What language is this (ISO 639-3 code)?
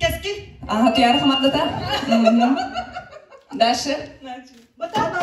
sah